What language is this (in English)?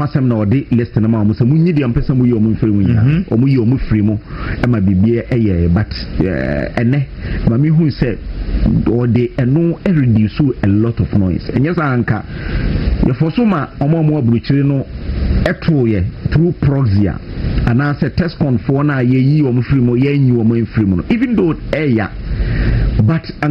Akan